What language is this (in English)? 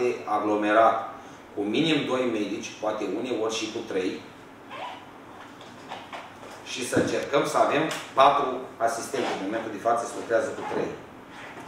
Romanian